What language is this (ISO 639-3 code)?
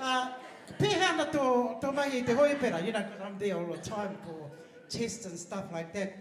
mri